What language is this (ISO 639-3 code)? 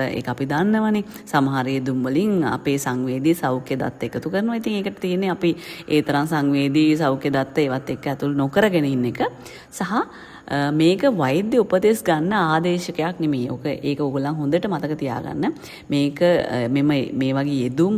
sin